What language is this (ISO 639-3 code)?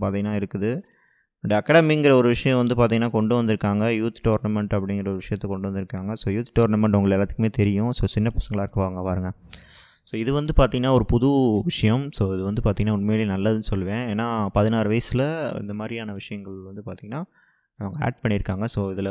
tam